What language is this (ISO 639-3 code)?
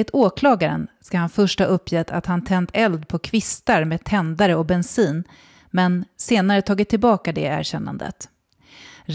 swe